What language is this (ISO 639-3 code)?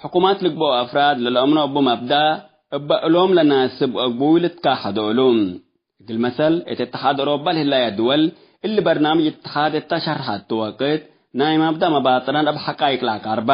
tig